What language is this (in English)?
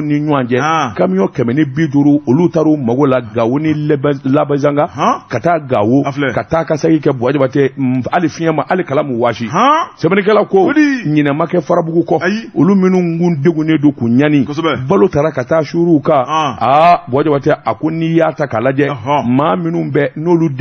Bambara